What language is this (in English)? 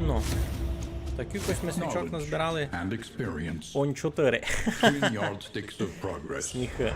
Rusyn